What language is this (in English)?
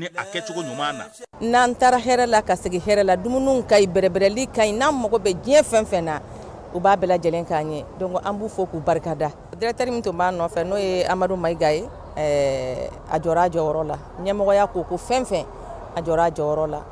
Bambara